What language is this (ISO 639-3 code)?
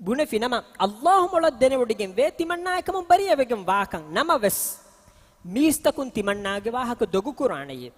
div